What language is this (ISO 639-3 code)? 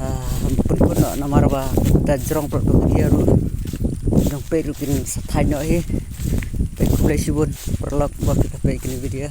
kha